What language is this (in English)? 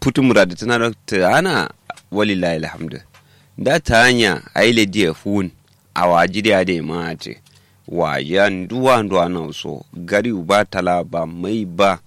Kanuri